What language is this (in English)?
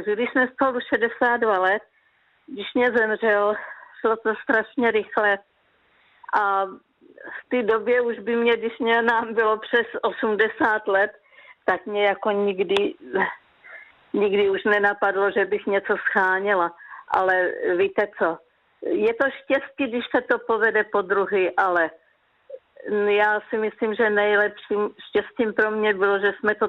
Czech